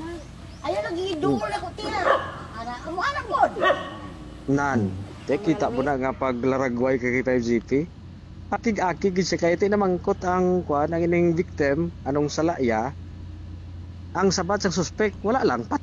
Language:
Hiligaynon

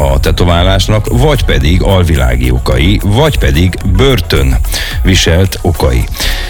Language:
Hungarian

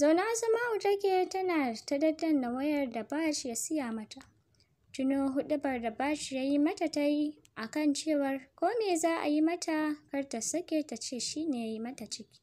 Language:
Hausa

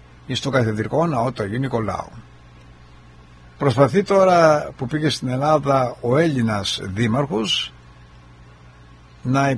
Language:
Greek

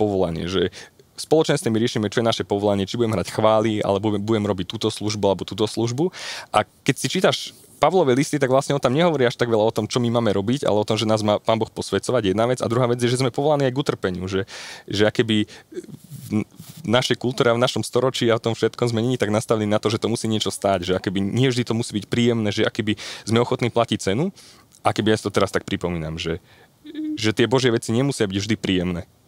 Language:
Slovak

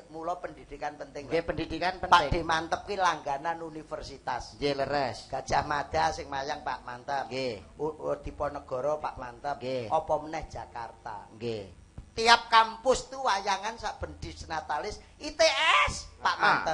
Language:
Javanese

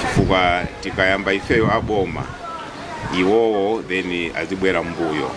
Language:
Nyanja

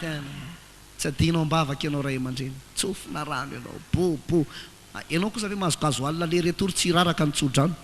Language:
Malagasy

